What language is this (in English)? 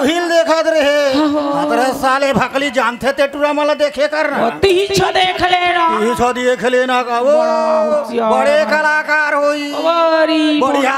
Chhattisgarhi